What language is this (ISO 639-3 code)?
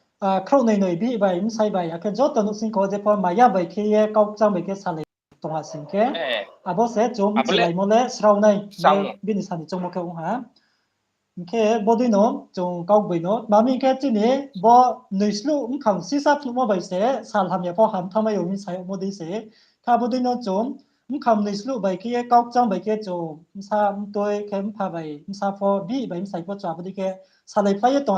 ria